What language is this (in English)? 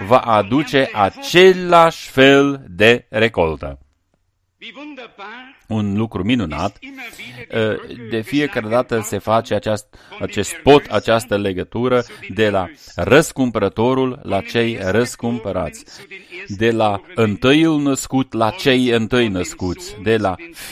Romanian